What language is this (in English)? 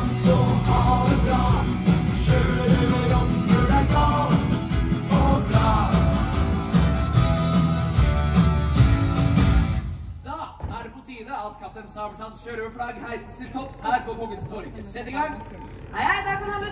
Norwegian